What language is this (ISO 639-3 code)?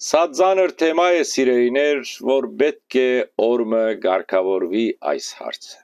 hyw